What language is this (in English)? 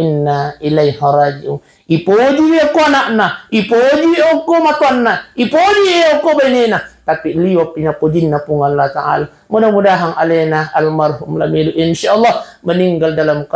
Buginese